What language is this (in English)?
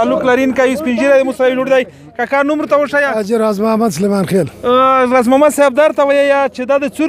Pashto